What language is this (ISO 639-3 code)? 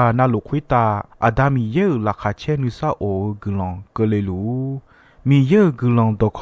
ahk